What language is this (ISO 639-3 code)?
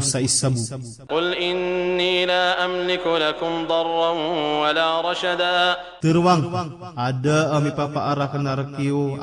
mrw